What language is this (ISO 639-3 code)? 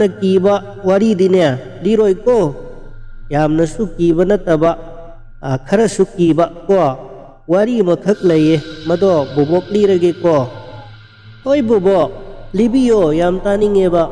mni